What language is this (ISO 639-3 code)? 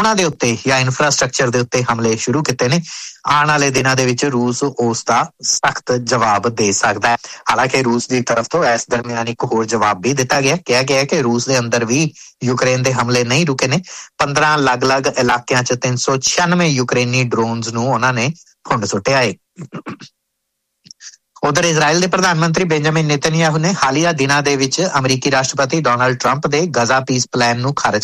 pan